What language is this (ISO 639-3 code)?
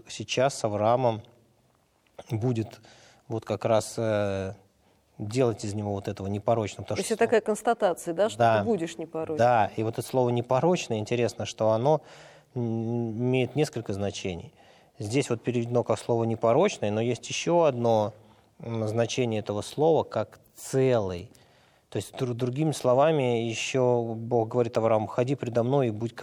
rus